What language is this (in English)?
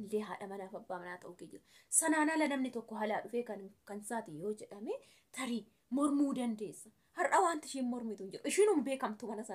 Oromo